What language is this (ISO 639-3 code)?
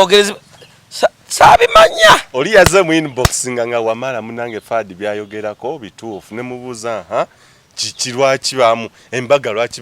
lug